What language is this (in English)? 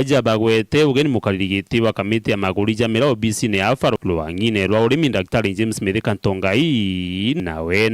Meru